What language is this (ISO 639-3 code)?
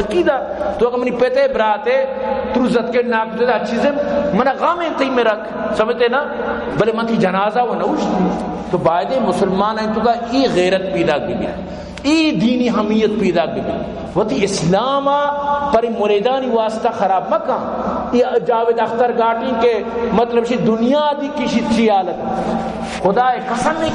bal